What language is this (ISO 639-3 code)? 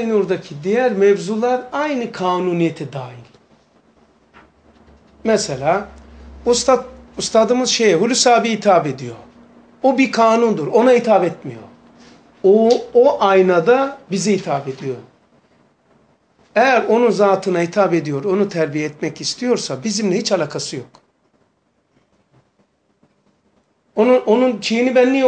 tur